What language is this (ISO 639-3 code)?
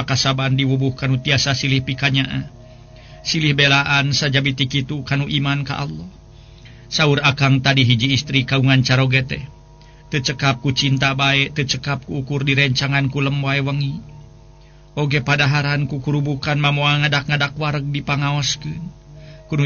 sun